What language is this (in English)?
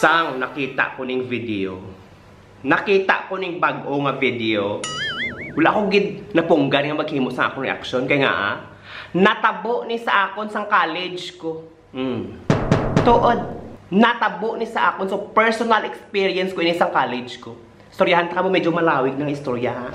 Hiligaynon